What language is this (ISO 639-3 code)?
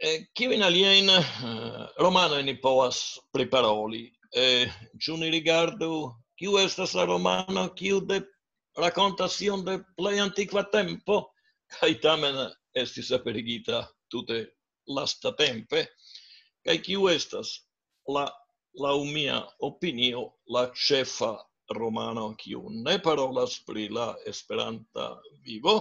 epo